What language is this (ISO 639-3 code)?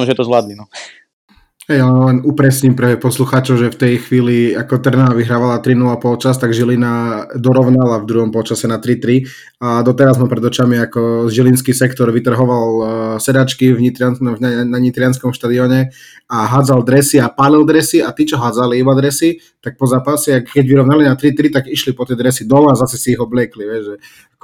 slk